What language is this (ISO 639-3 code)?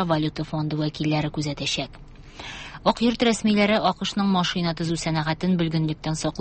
tat